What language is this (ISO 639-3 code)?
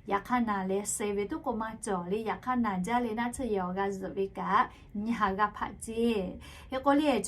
lhu